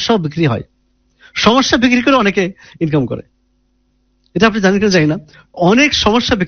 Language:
Bangla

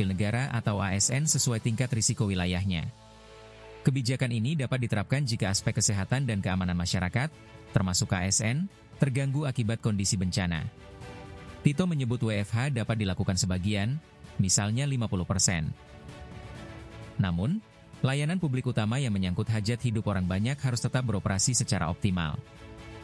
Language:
Indonesian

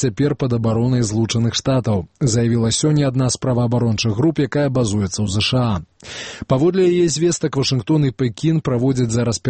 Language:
Belarusian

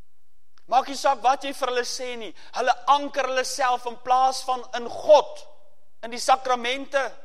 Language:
Afrikaans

